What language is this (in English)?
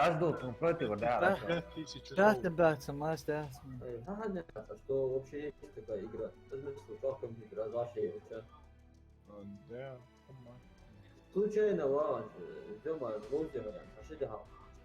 Ingush